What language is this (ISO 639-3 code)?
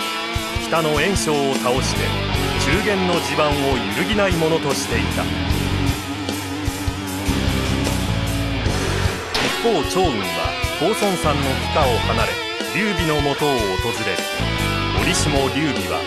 jpn